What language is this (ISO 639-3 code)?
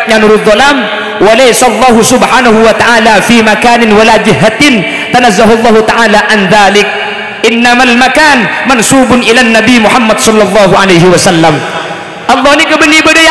mad